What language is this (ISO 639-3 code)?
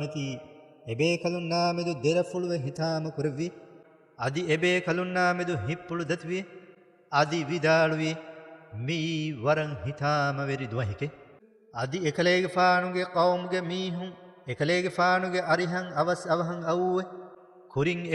div